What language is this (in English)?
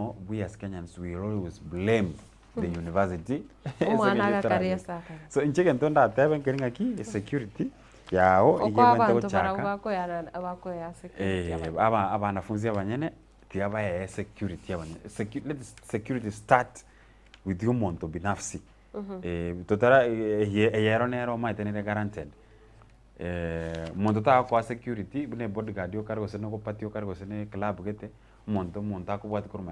Gusii